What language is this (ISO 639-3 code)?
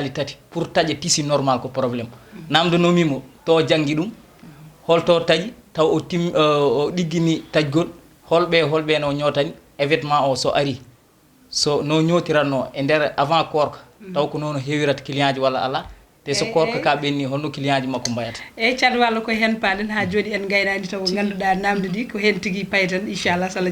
ful